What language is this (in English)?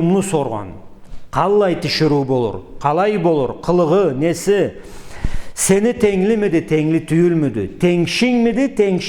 Karachay-Balkar